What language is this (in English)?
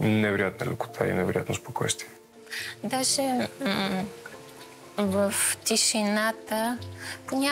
Bulgarian